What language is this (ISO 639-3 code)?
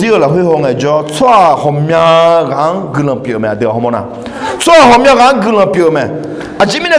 ahk